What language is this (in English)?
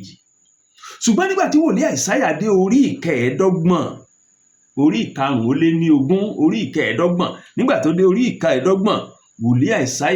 Yoruba